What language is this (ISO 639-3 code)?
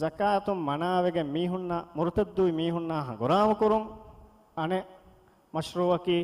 div